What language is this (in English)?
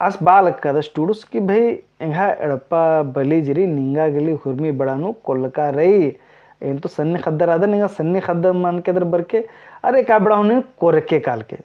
Kurukh